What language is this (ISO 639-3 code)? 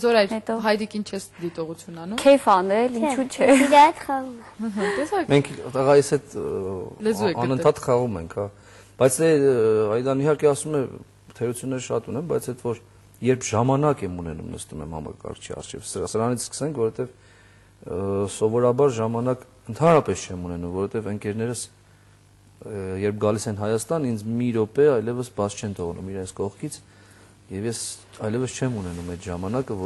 hye